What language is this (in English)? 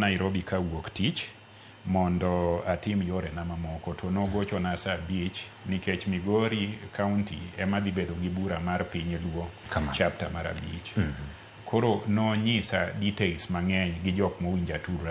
Luo (Kenya and Tanzania)